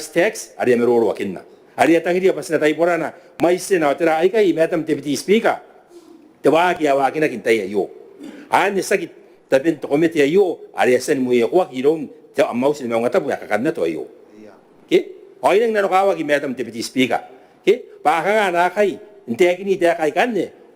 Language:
Gilbertese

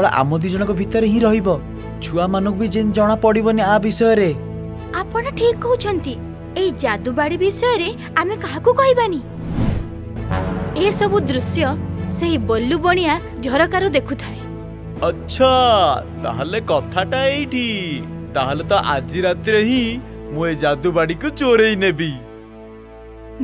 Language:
Odia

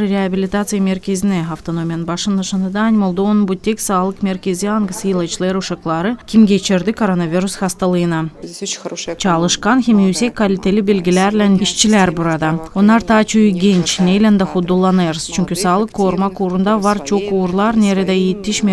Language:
Gagauz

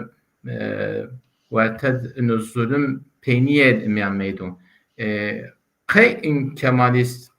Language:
Zaza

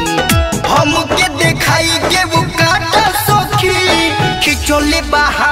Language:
Bhojpuri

